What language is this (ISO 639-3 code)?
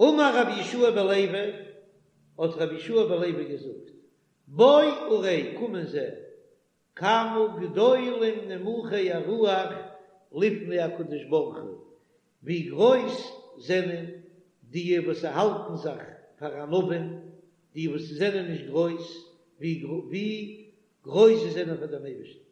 yid